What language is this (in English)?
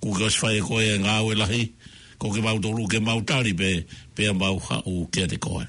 Tongan